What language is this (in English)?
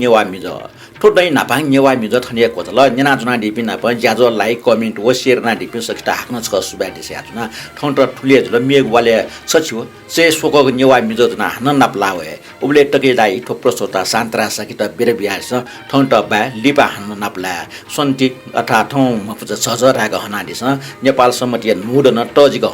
Newari